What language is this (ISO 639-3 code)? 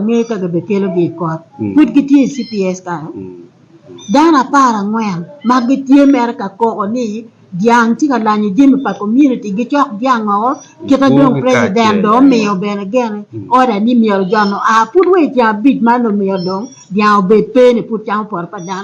ach